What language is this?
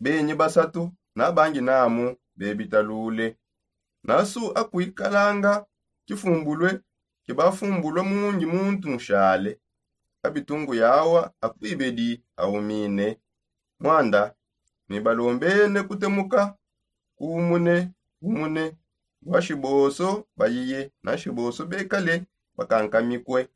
Songe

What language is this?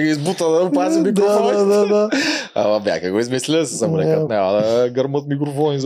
Bulgarian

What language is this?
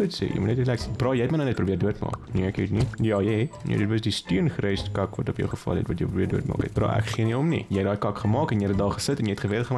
Afrikaans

